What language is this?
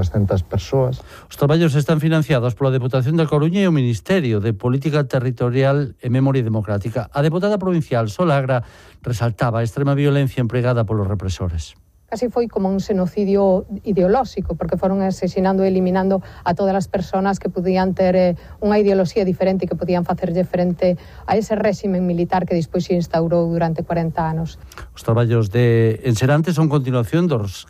Galician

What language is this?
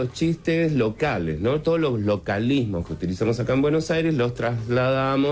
Spanish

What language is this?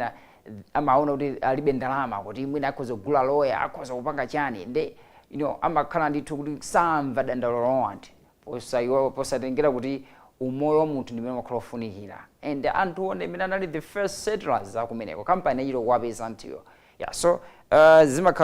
Nyanja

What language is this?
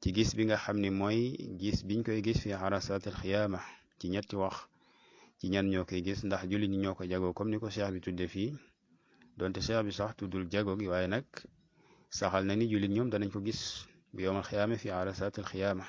Wolof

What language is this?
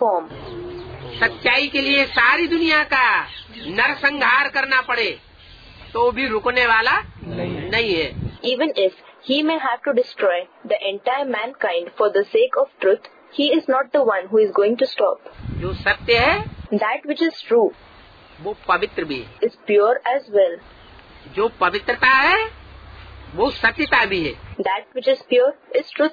Hindi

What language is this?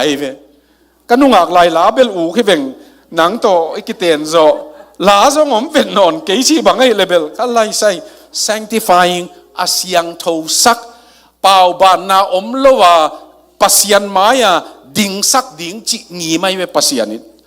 Tedim Chin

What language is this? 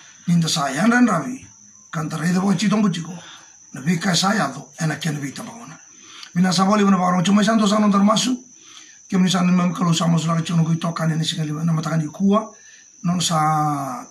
Fijian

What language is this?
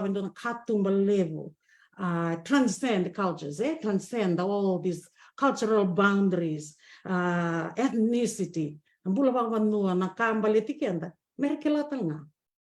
Fijian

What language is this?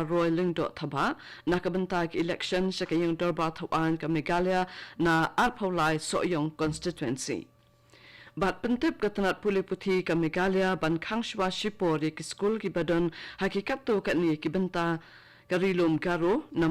Khasi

